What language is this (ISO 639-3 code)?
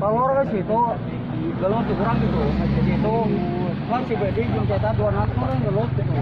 sun